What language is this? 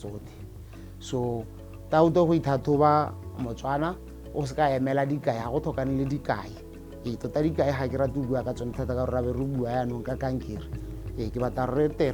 Tswana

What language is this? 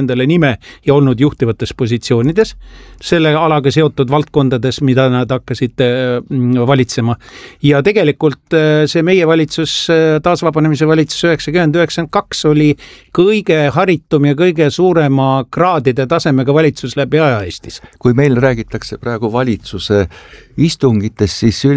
Estonian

